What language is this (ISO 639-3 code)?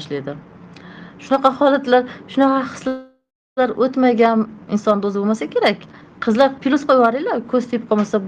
uzb